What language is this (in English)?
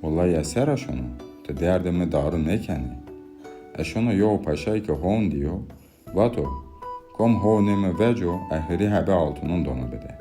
Zaza